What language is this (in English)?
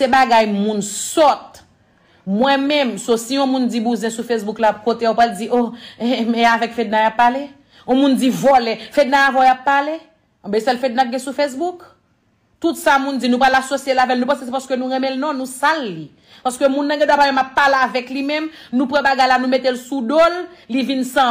Haitian Creole